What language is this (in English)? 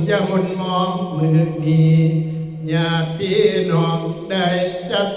Northeastern Thai